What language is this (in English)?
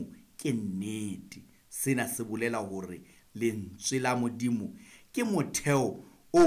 Southern Sotho